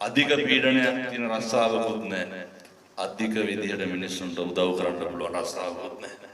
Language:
Sinhala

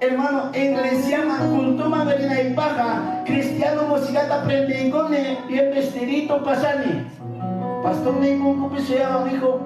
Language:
Ayacucho Quechua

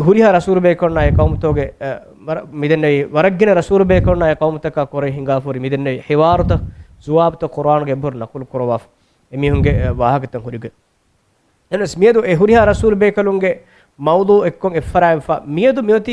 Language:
Divehi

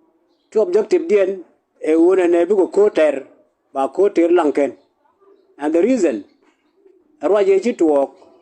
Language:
Nuer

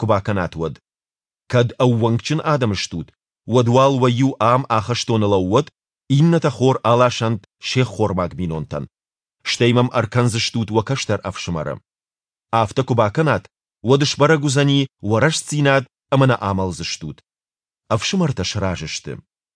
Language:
Ossetic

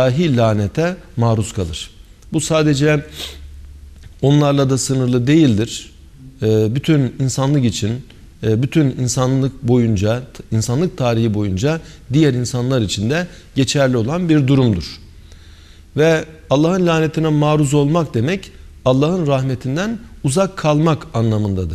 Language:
Turkish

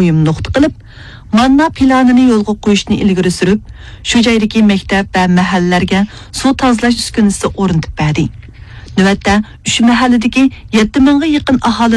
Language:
Uyghur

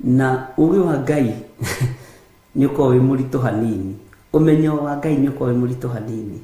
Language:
Kikuyu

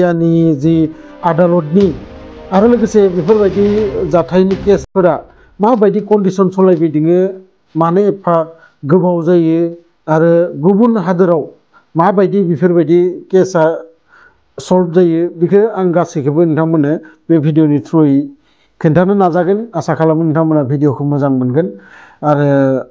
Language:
Bodo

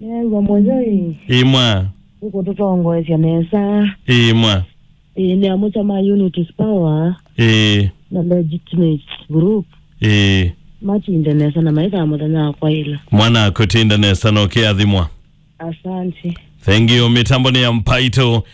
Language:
Kamba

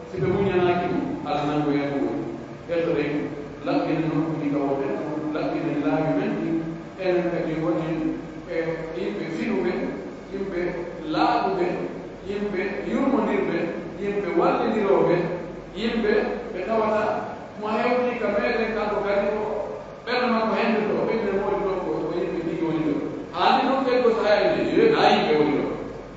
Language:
Pular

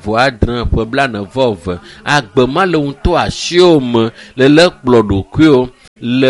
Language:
Ewe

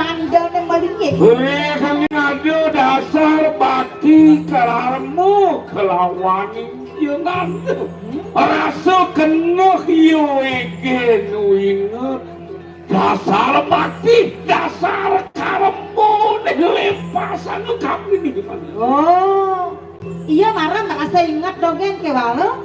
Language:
Balinese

